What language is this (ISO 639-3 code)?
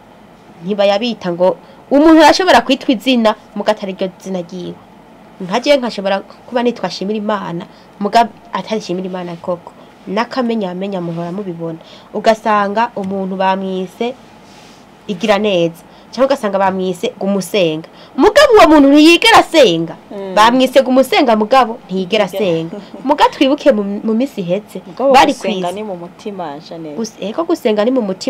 run